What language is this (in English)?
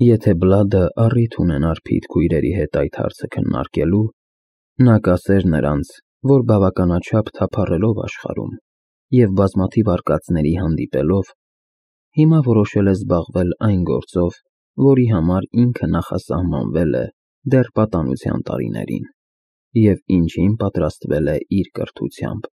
Armenian